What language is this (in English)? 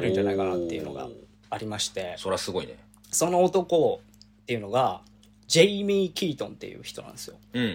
Japanese